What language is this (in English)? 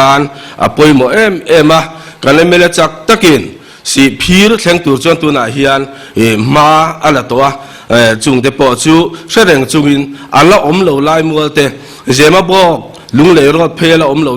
Mizo